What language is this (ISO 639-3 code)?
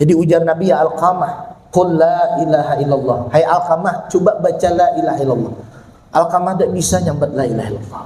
bjn